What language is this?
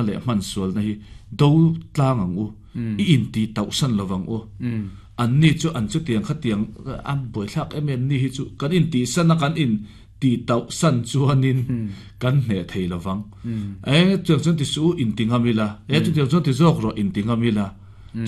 Mizo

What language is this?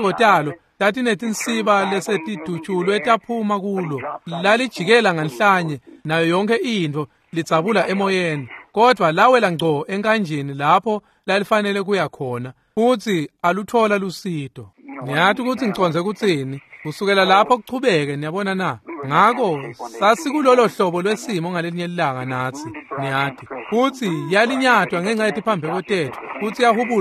Swati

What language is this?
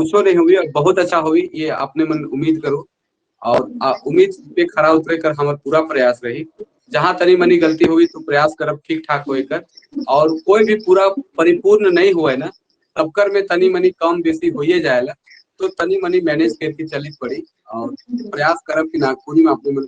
Sadri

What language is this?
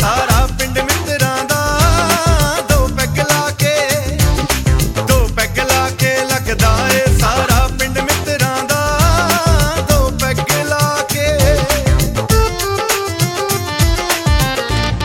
Punjabi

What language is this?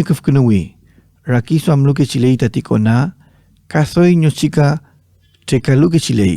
Mapuche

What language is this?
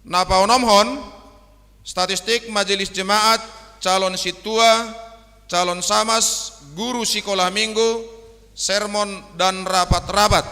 Batak Simalungun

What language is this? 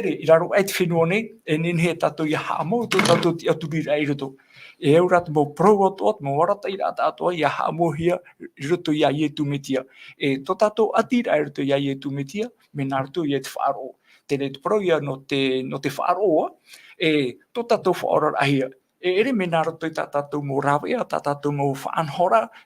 Tahitian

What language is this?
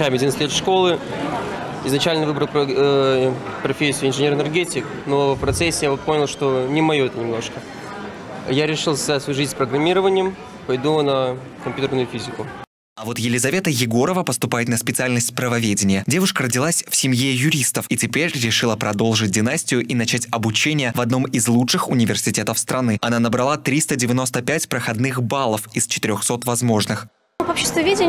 Russian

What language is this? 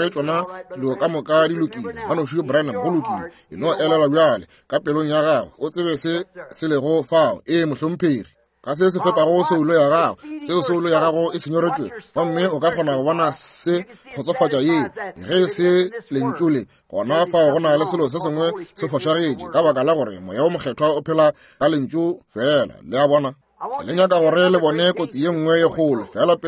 Northern Sotho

